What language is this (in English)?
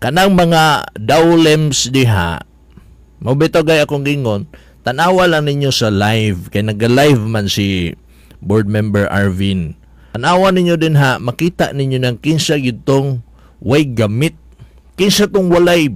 Cebuano